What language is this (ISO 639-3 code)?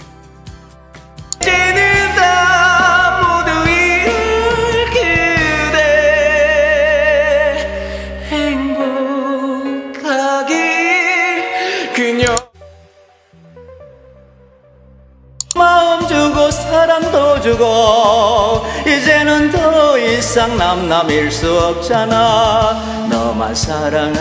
kor